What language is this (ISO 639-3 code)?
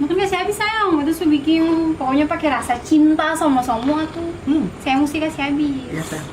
abs